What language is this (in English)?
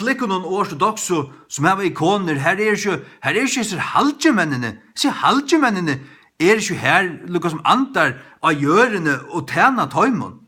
Faroese